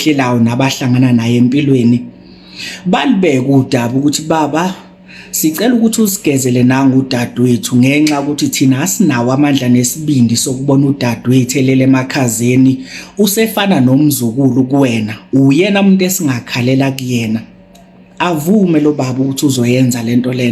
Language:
Zulu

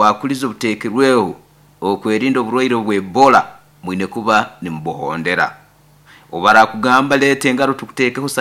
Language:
Nyoro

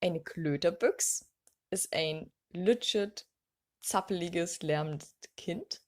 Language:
Low German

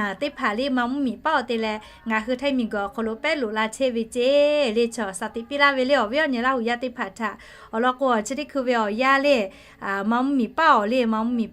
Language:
Lahu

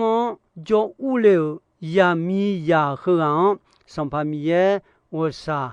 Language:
Akha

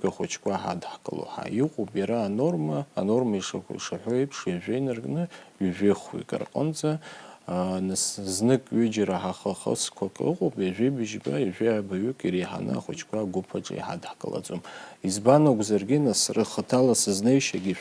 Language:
Abkhazian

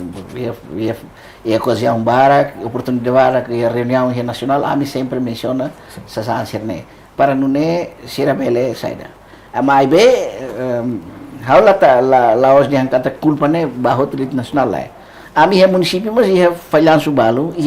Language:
Tetum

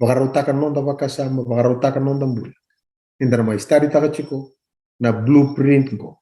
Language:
Fijian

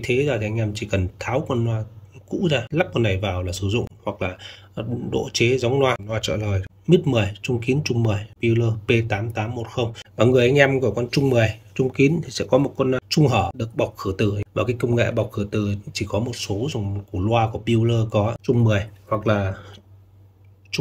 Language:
Vietnamese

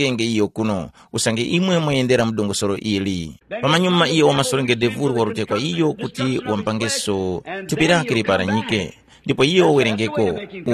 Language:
Tumbuka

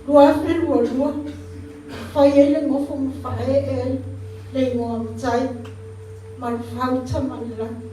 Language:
Samoan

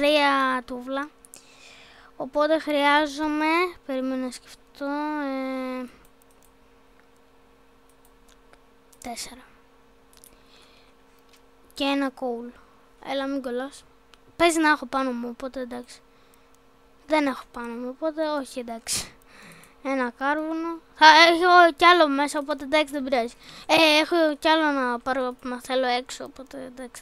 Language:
Greek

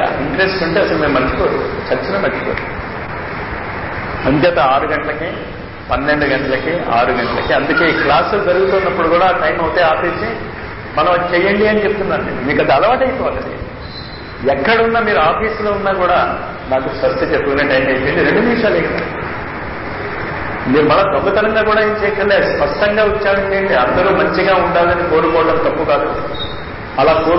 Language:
Telugu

